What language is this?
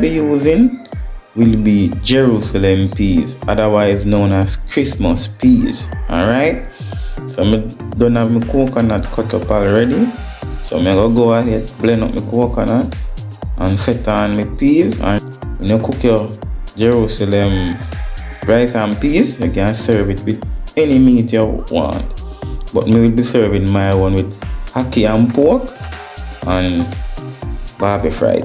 Jamaican Creole English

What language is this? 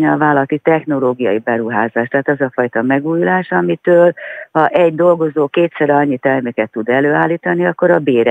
Hungarian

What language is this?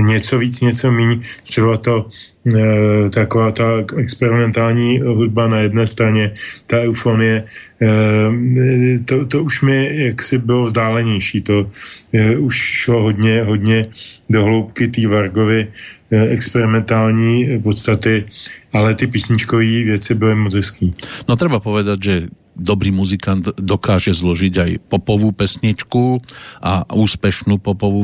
Czech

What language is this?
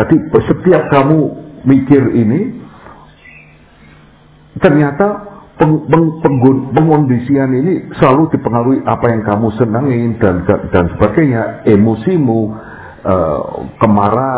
Indonesian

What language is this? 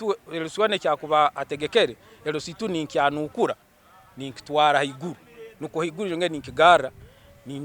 Nyankole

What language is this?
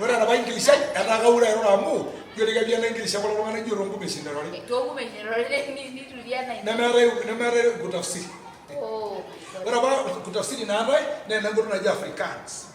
Masai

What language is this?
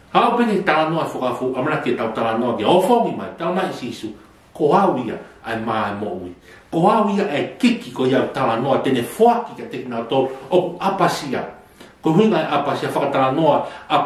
Tongan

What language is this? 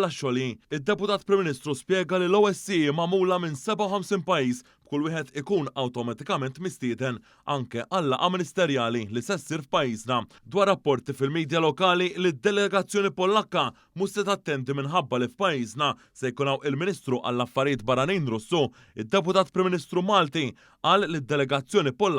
Maltese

